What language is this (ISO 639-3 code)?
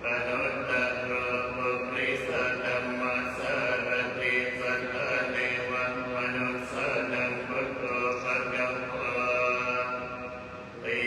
pli